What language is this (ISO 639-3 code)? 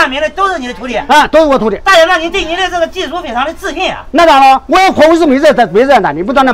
zho